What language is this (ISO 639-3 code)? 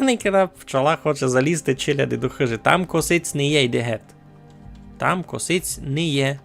rue